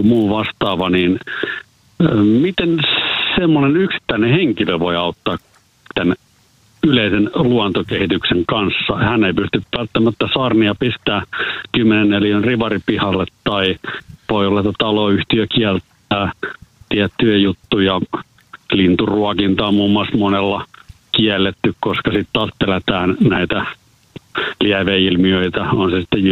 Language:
Finnish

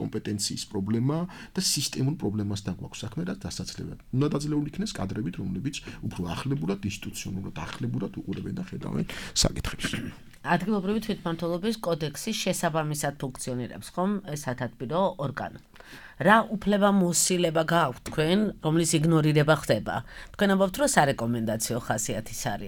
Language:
Georgian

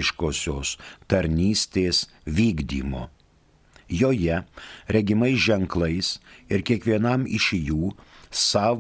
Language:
Lithuanian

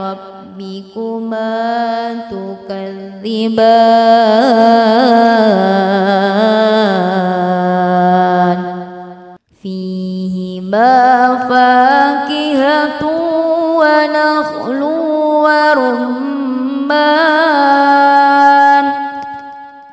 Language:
Arabic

